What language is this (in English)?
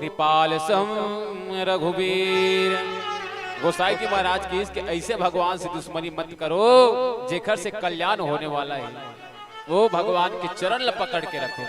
Chhattisgarhi